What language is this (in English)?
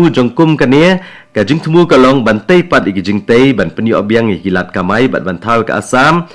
Khasi